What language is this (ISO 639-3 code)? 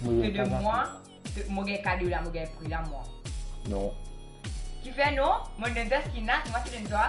mfe